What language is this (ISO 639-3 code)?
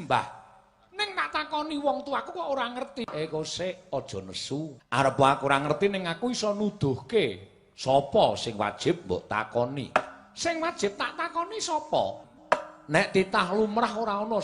jav